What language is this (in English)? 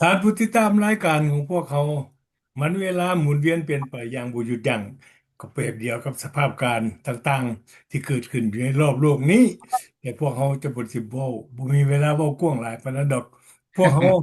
Lao